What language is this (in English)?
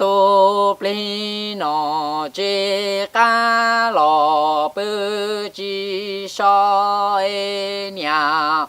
Hmong